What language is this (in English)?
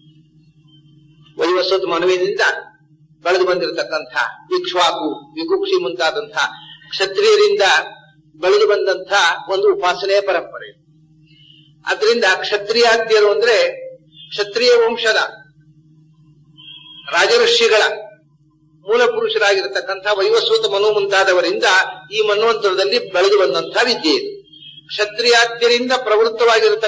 Kannada